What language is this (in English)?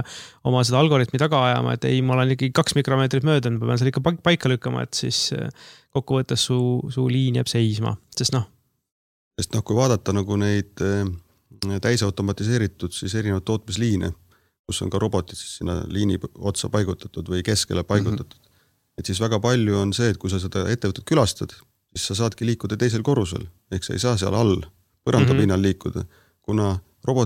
Estonian